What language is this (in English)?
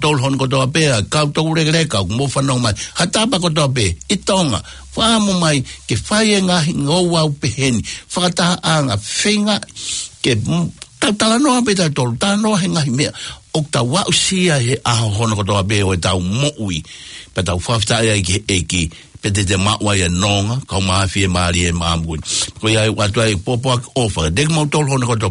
Tongan